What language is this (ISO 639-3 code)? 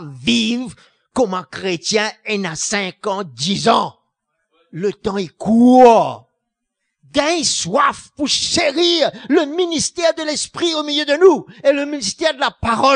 mfe